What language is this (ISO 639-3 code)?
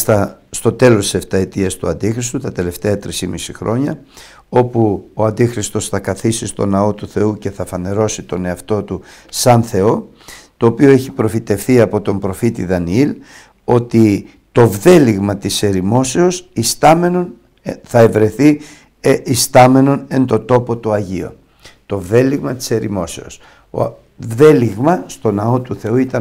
ell